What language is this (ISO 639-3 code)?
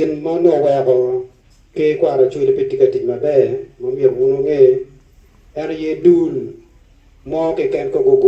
ach